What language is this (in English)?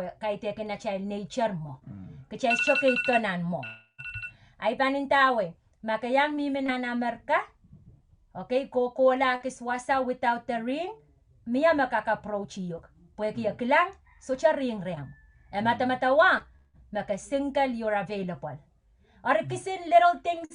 Pohnpeian